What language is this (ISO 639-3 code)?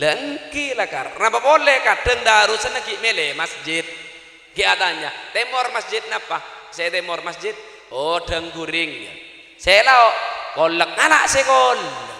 mad